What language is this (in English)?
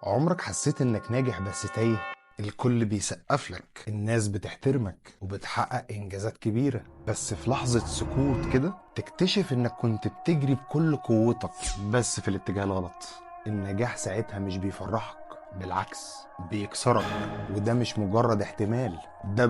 Egyptian Arabic